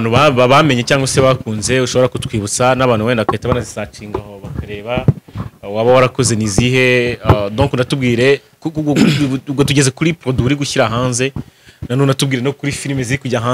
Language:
Rundi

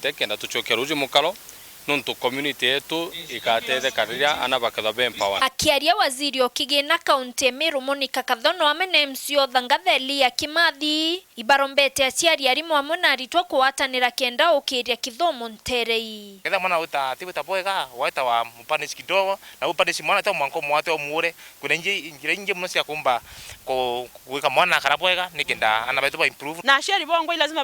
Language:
Meru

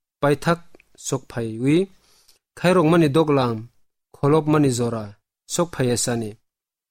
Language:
Kok Borok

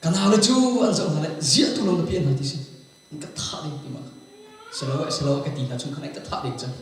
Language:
Hakha Chin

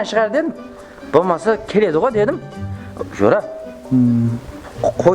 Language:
Kara-Kalpak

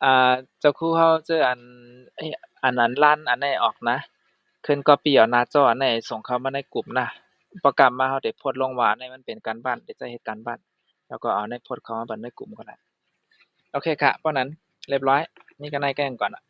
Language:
Shan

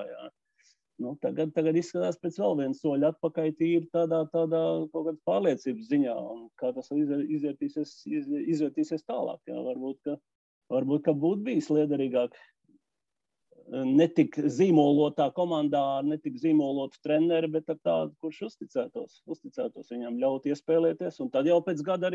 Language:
Latvian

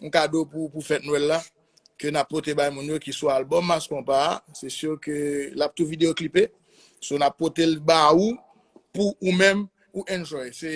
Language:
Haitian Creole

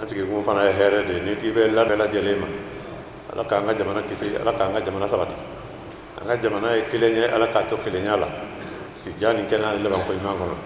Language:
Bambara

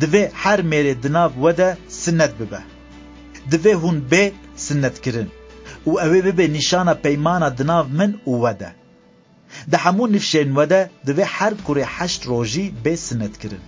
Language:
Kurdish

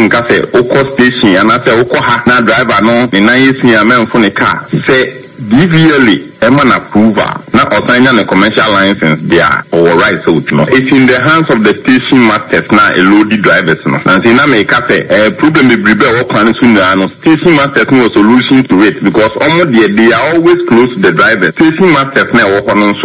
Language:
Akan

